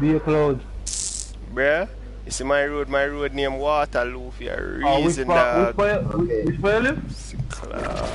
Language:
Jamaican Creole English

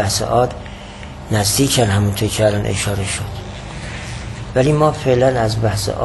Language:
Persian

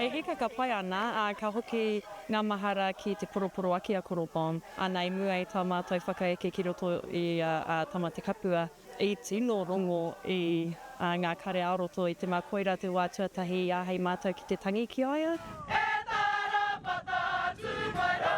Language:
Māori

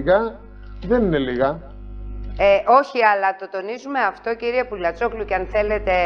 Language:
Greek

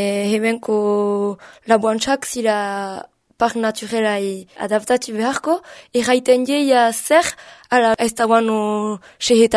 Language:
Basque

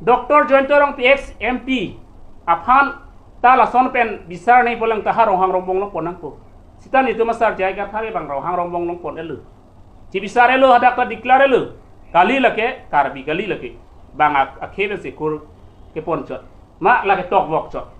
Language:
Karbi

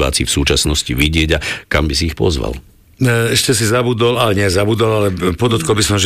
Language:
Slovak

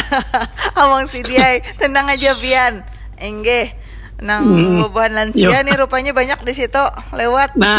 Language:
Banjar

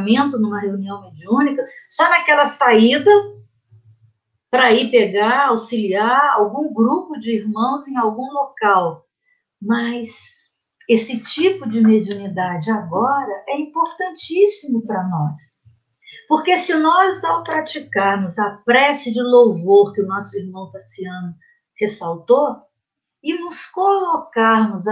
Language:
Portuguese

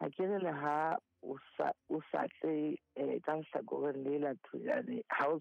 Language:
Southern Sotho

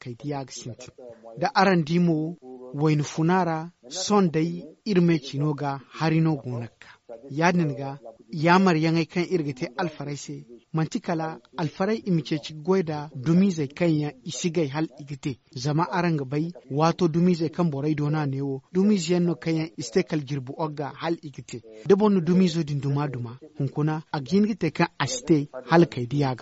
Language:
Zarma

